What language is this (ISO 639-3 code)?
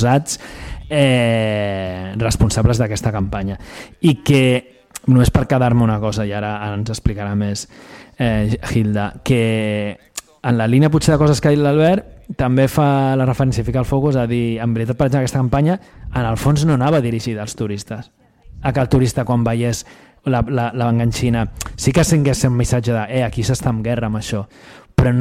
cat